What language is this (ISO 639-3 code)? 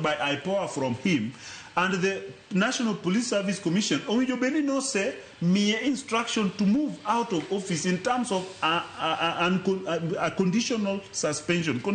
luo